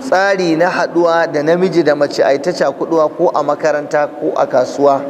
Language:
Hausa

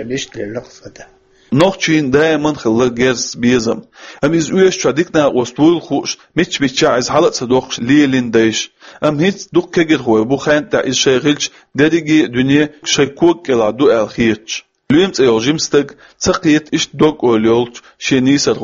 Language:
Chechen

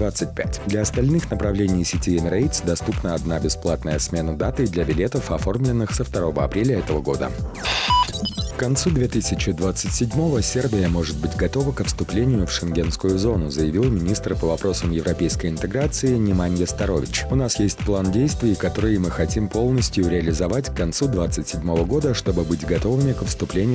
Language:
Russian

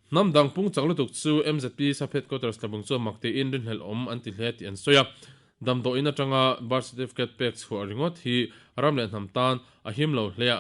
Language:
Mizo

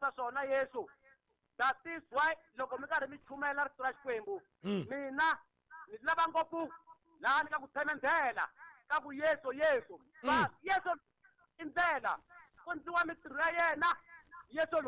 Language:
Tsonga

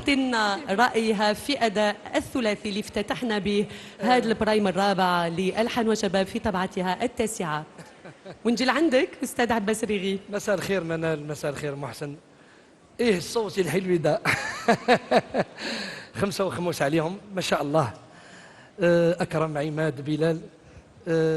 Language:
Algerian Arabic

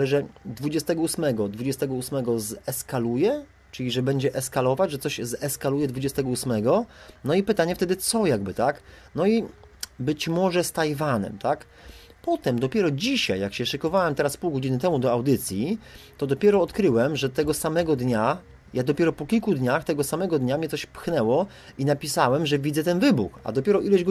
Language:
Polish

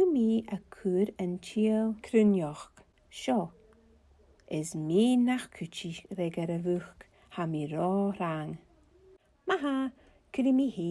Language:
Scottish Gaelic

